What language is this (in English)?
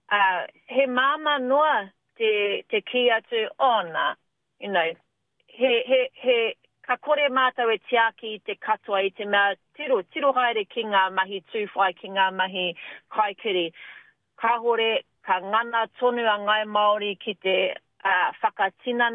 Māori